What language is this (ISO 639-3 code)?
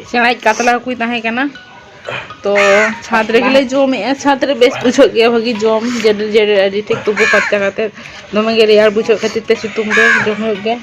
sat